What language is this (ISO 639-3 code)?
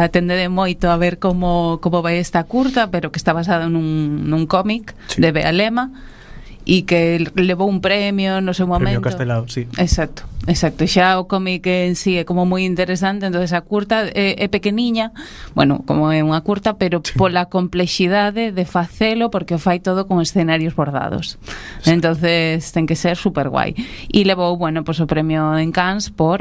glg